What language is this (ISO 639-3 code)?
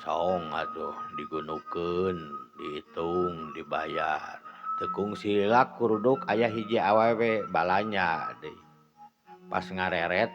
sun